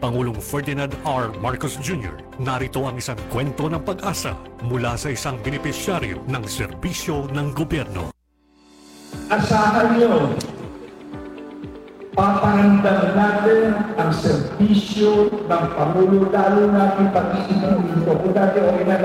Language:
Filipino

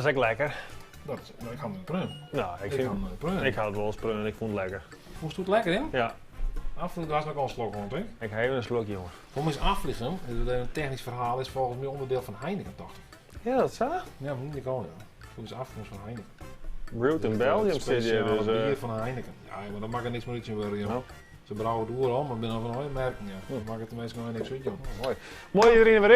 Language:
Western Frisian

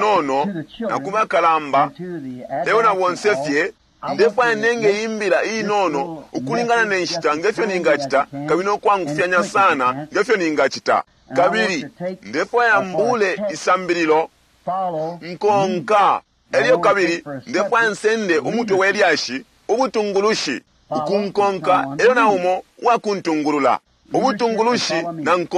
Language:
Bemba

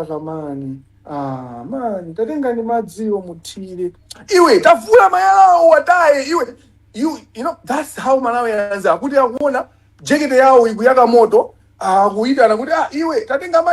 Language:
Nyanja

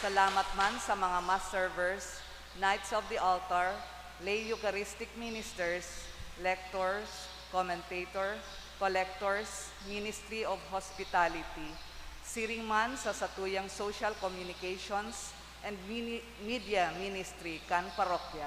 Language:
Bikol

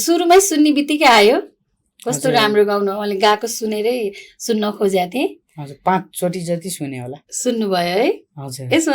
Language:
Nepali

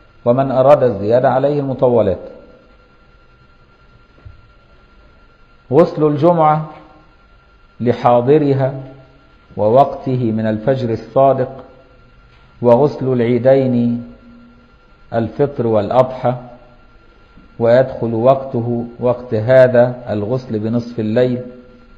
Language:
Arabic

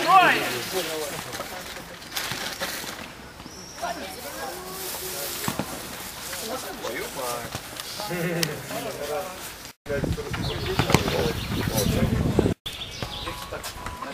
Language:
Ukrainian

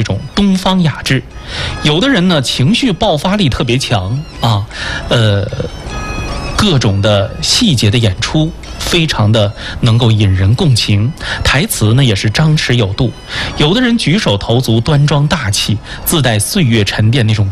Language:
Chinese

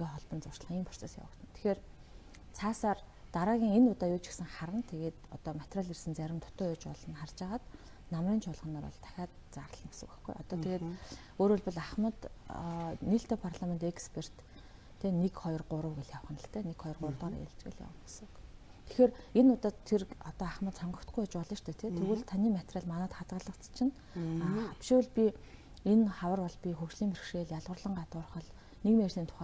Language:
Mongolian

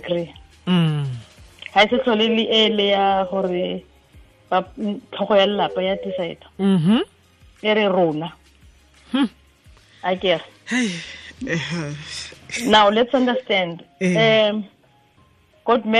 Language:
Tswana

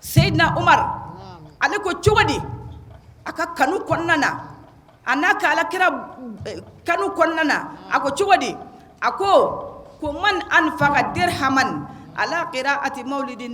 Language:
Bambara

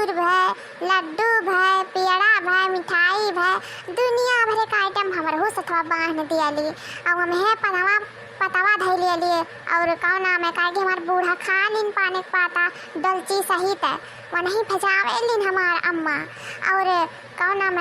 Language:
Awadhi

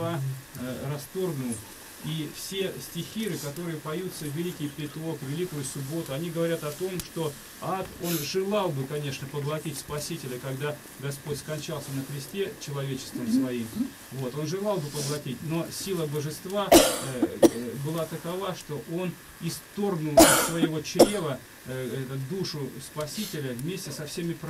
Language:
Russian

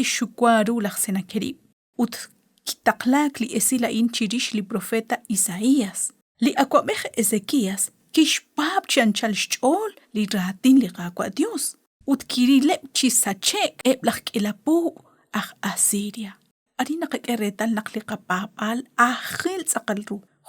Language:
Kekchí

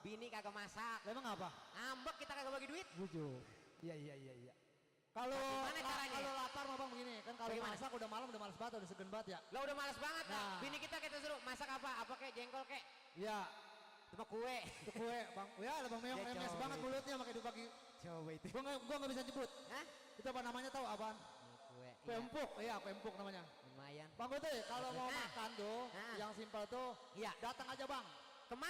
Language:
Betawi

